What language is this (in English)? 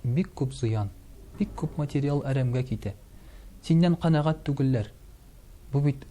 Tatar